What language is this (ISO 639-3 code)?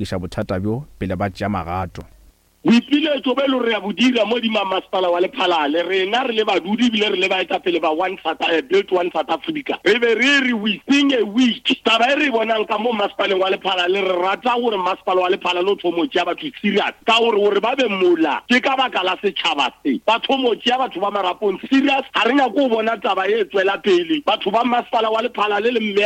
nso